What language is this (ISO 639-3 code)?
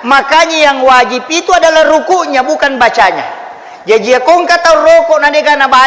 bug